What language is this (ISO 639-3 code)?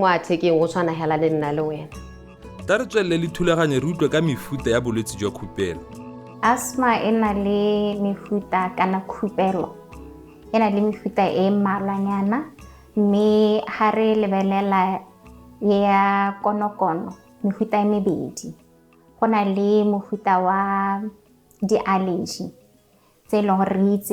tsn